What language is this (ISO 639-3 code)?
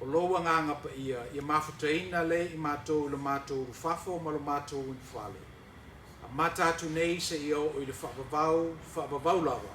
smo